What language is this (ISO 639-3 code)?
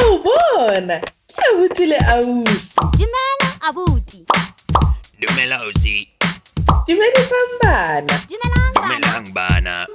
sot